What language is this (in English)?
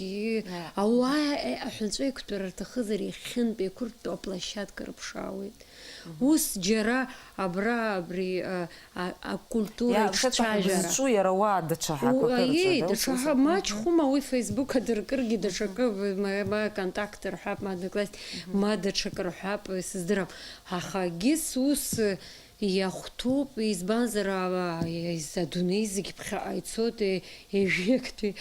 Abkhazian